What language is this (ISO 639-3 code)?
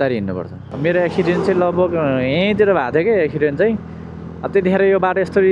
nep